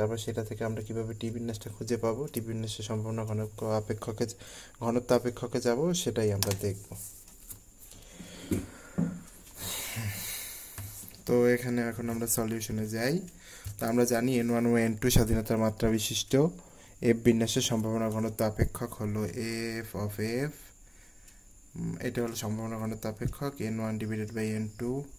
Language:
Bangla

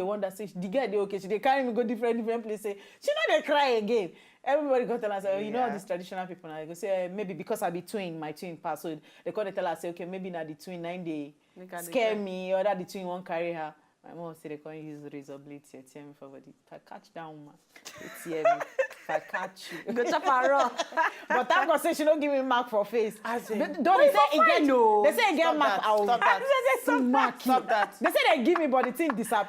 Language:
Nigerian Pidgin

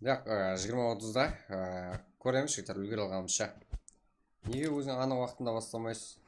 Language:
Kara-Kalpak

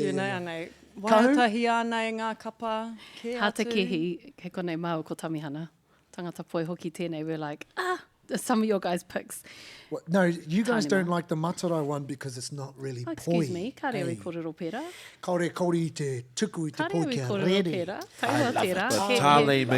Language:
Māori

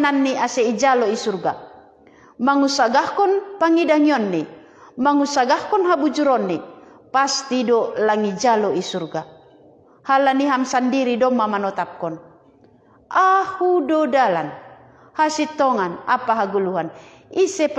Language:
Batak Simalungun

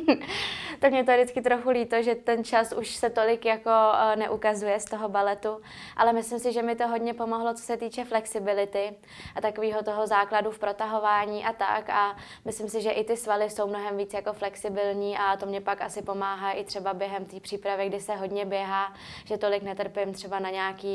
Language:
Czech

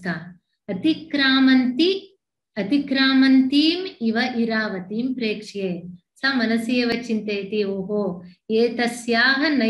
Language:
Sanskrit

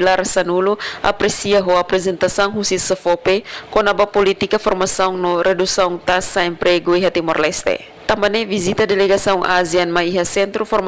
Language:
Tetum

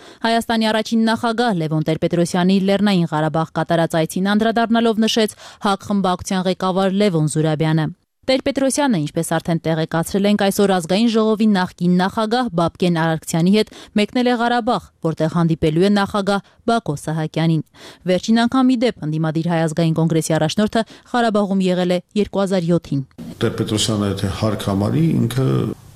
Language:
Armenian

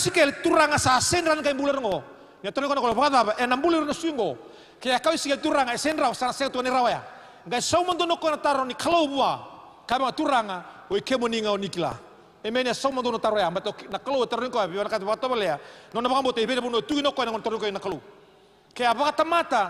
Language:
Fijian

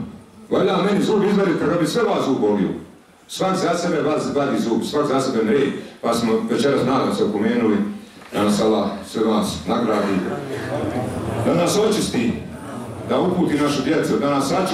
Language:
Bosnian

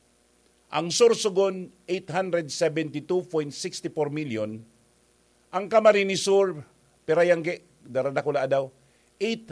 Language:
Bikol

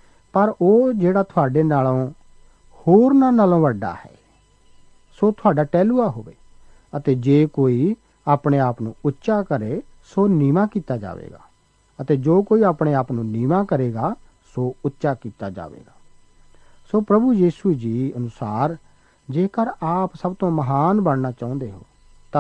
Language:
Punjabi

